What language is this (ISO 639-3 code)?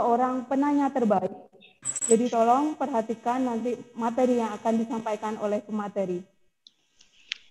ind